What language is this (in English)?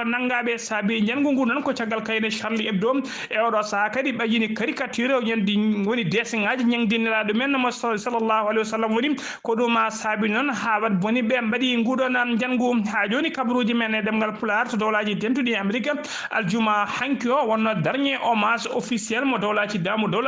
Fula